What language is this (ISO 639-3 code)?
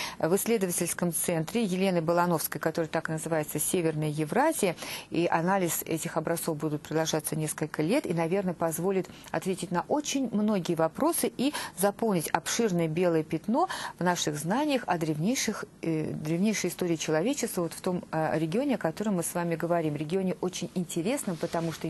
rus